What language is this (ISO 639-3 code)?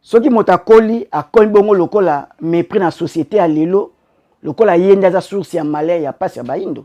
lin